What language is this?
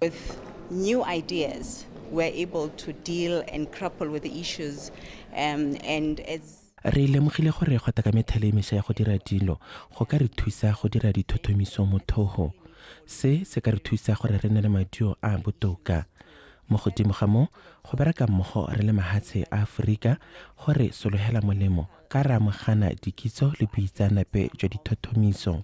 Tswana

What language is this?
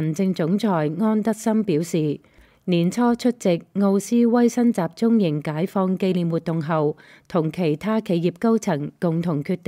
Cantonese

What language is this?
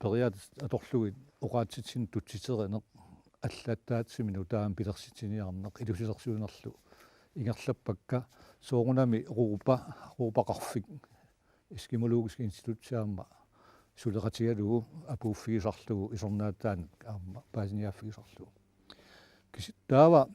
Kalaallisut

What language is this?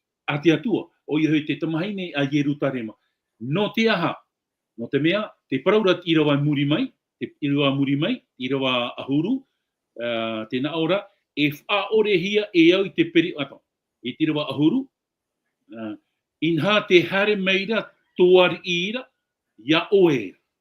Tahitian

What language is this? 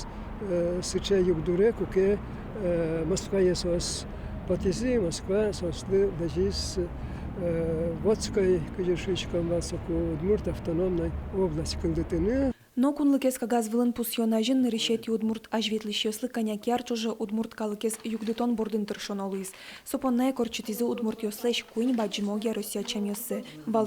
Udmurt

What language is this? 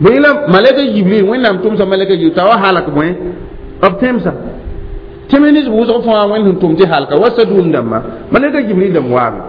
Mossi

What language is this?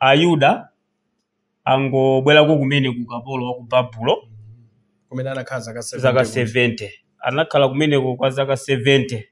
Nyanja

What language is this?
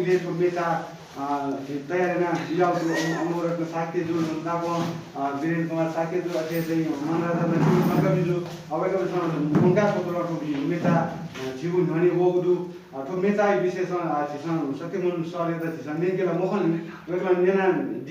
Newari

